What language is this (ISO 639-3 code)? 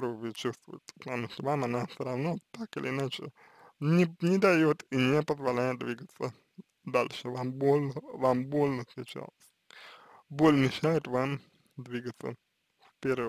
rus